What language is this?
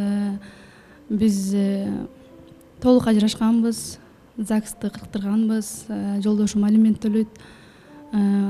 Kyrgyz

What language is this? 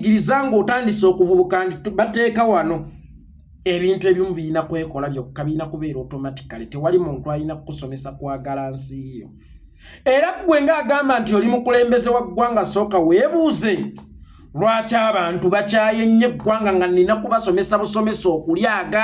Ganda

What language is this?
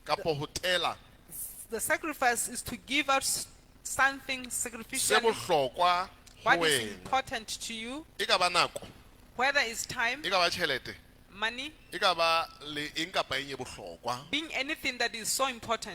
Southern Sotho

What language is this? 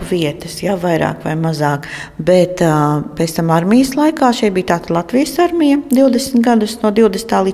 Latvian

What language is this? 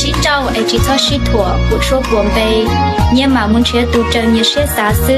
Hmong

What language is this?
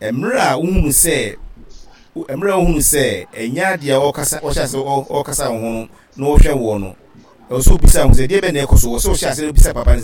Akan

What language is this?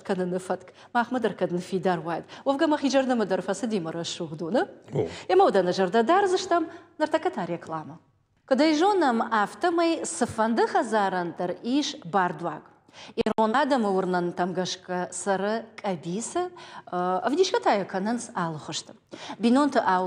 Ossetic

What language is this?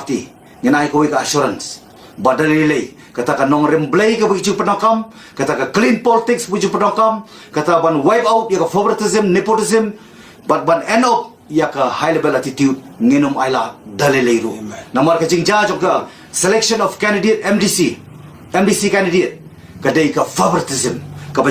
Khasi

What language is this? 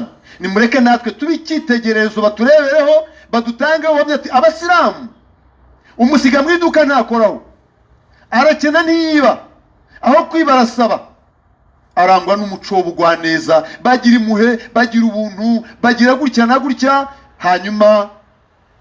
Kinyarwanda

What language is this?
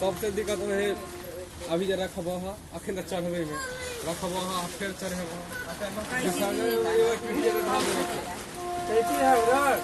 Maithili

